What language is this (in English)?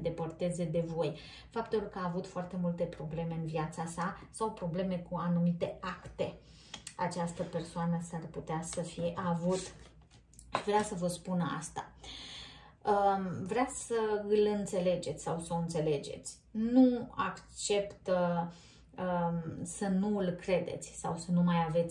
Romanian